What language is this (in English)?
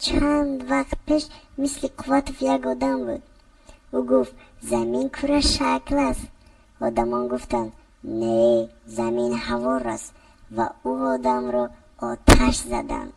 Tajik